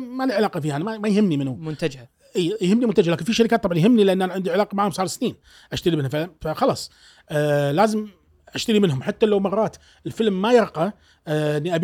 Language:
Gulf Arabic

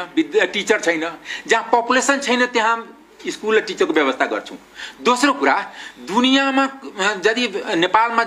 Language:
Nepali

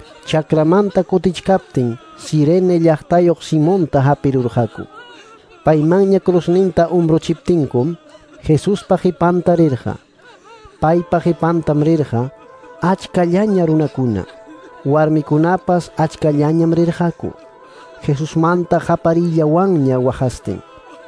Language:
Quechua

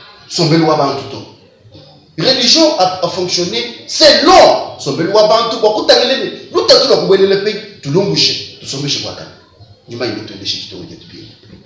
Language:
Luba-Lulua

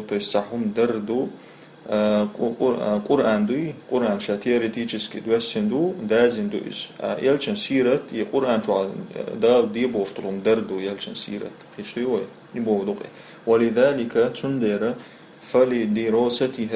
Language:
Chechen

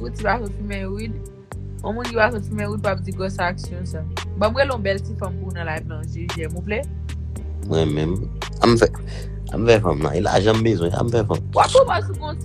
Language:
Haitian Creole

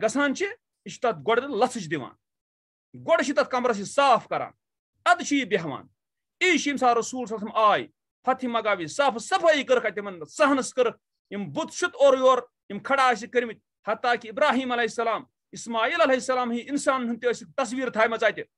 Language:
Kashmiri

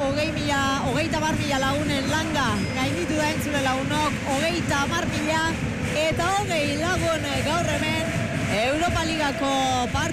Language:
Basque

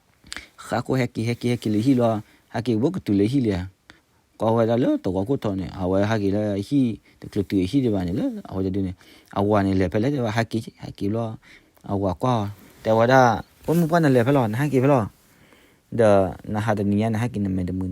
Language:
S'gaw Karen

